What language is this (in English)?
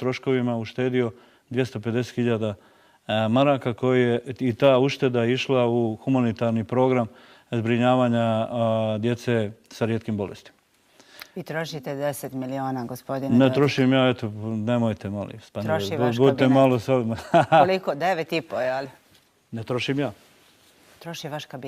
Bosnian